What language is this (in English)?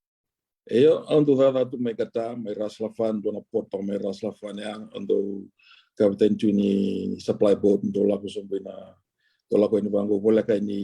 Fijian